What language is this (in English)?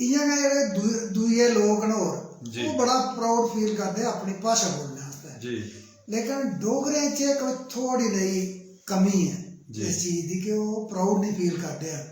Dogri